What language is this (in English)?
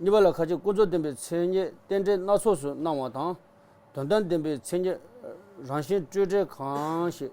Tibetan